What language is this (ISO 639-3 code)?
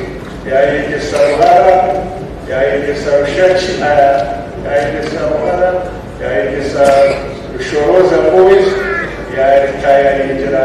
nyn